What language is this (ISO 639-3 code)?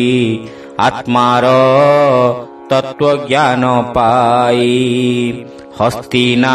ori